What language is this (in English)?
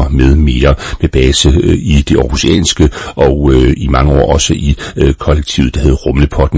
Danish